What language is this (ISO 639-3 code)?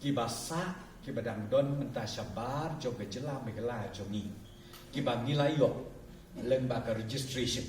kha